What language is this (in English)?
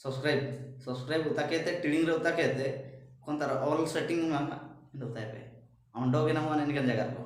Ho